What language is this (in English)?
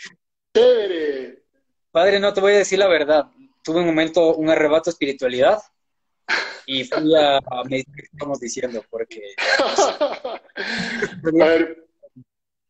Spanish